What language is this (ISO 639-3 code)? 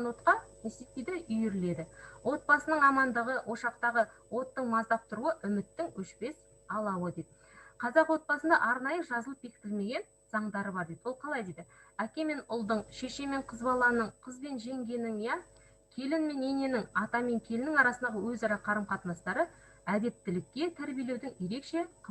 kaz